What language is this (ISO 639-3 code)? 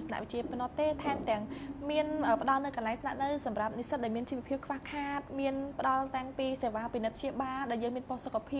khm